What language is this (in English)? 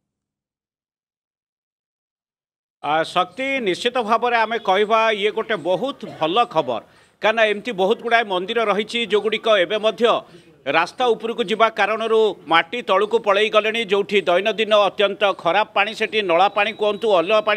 Odia